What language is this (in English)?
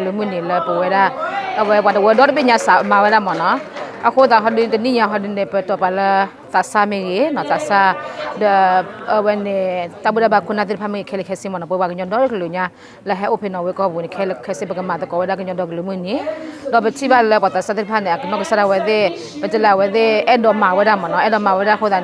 S'gaw Karen